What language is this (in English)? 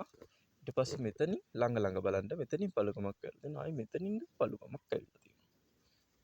Sinhala